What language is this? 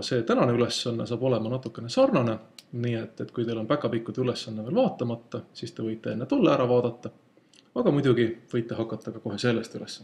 Estonian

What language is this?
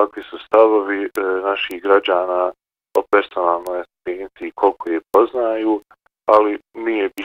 Bosnian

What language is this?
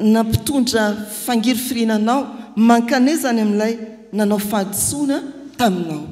Malagasy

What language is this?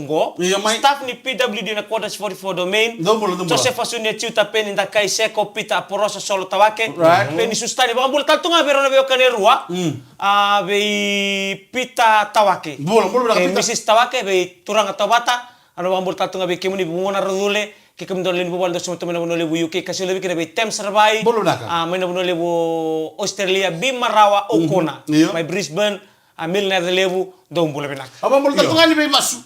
Fijian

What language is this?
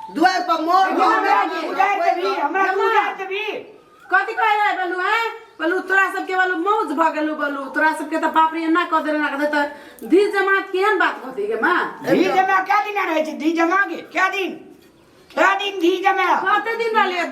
Maithili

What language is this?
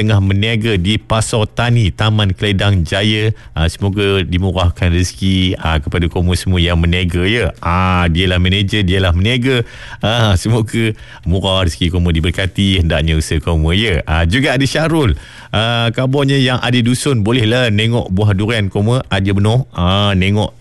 Malay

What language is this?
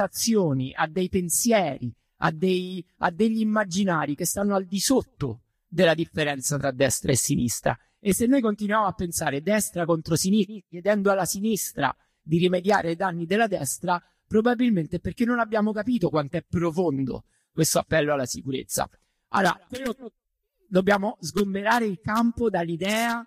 Italian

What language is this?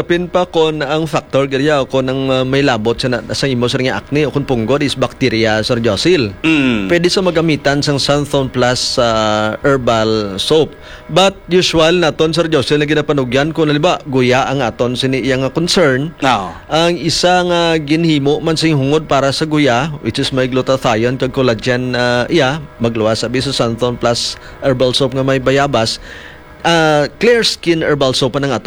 Hiligaynon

